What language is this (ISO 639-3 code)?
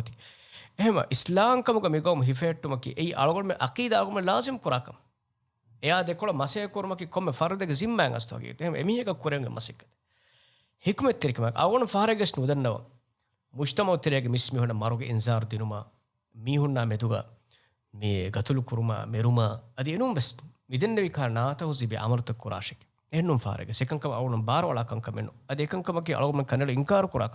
div